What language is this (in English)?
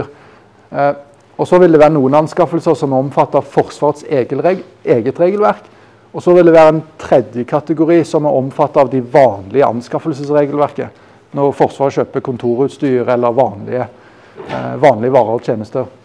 Norwegian